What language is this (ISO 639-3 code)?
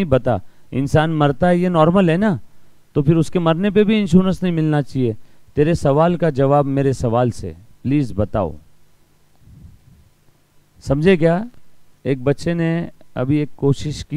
hin